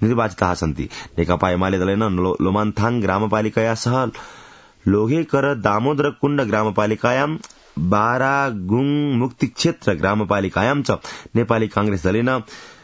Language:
Sanskrit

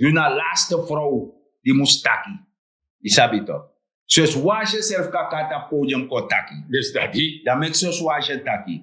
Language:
Sranan Tongo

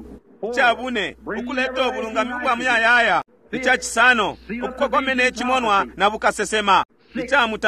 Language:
Bemba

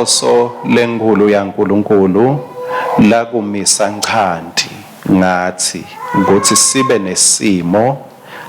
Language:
Swati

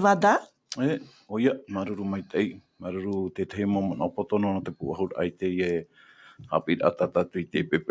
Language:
Tahitian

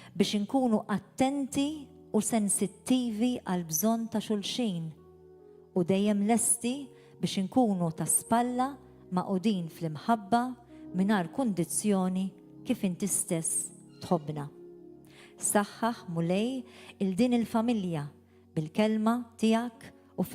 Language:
Maltese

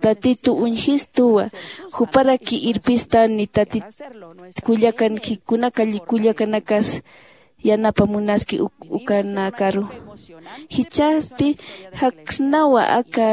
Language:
Aymara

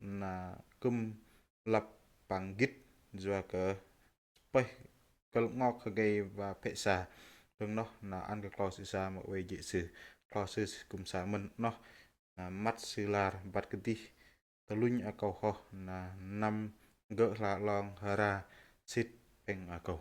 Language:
Bahnar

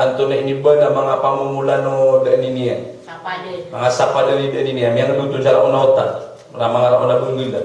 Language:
Maranao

